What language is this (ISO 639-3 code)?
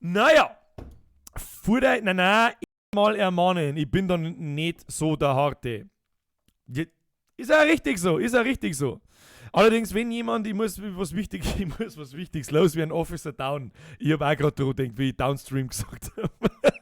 bar